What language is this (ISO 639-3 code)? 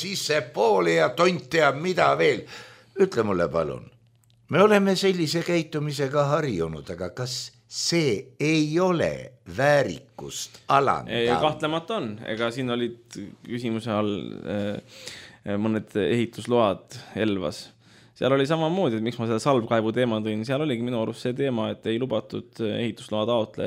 est